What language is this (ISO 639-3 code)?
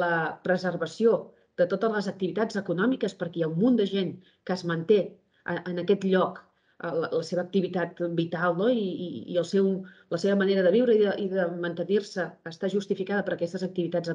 cat